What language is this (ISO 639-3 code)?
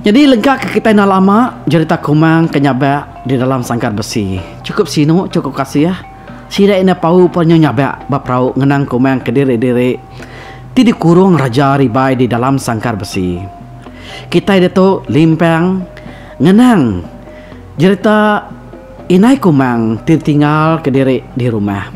iba